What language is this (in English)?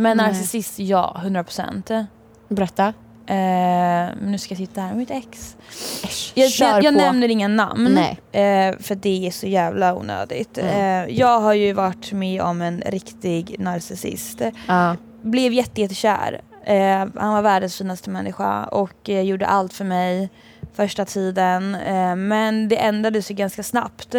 Swedish